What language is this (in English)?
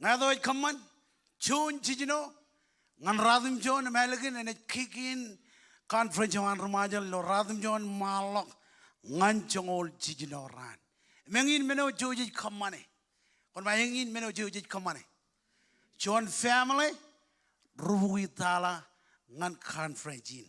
Marshallese